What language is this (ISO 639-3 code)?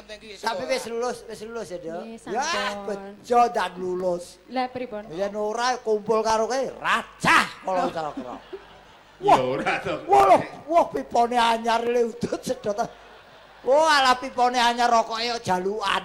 jav